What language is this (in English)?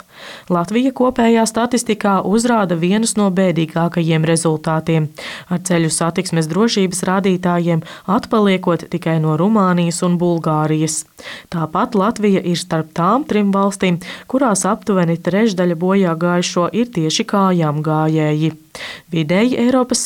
Latvian